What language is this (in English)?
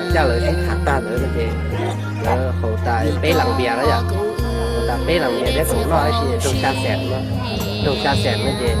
Hmong